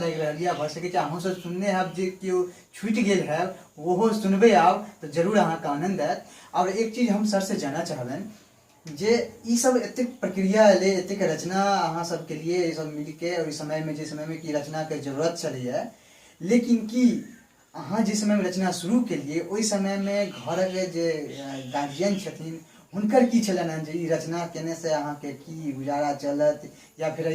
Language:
Maithili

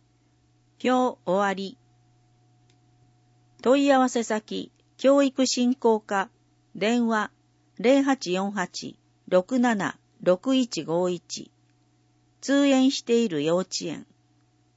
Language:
Japanese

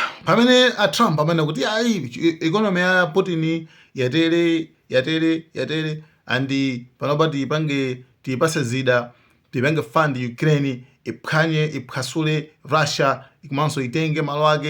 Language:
Nyanja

